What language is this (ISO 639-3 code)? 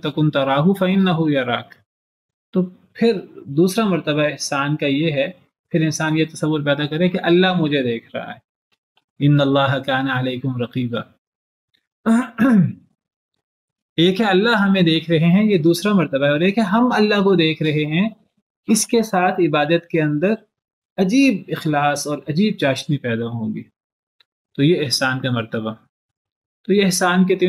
urd